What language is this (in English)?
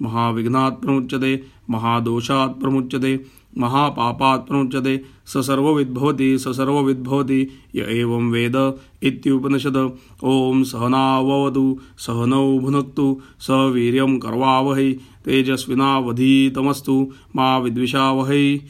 Sanskrit